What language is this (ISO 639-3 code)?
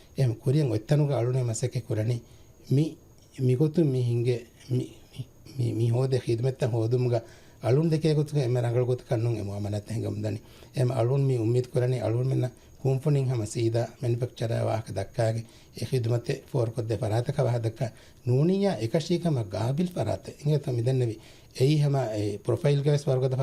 div